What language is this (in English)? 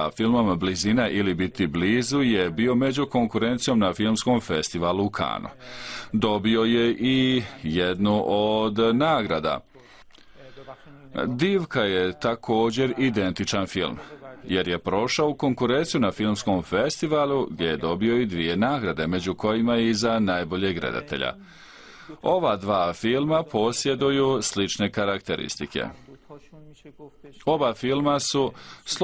Bosnian